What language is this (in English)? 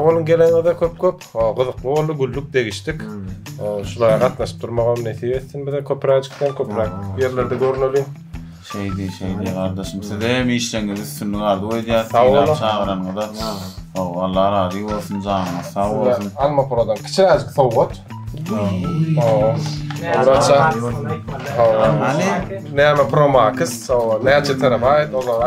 Turkmen